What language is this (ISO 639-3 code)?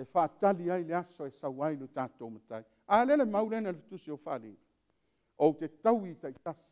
smo